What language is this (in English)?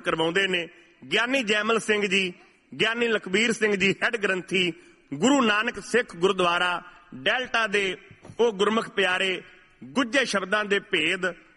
Punjabi